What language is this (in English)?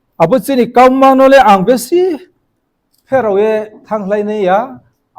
Riang (India)